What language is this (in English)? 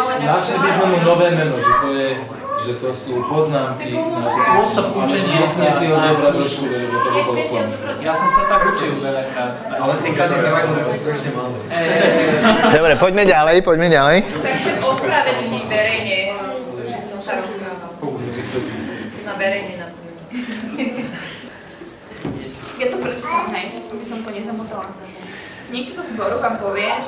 Slovak